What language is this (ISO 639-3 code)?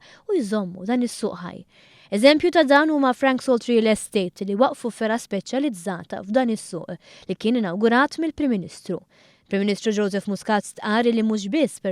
mlt